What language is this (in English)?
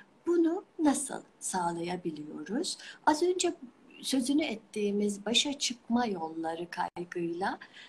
Turkish